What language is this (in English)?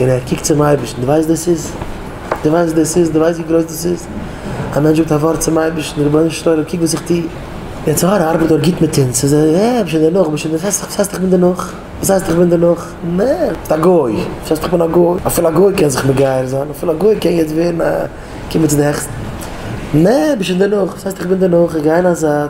Yiddish